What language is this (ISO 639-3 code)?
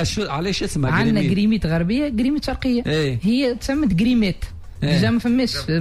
aeb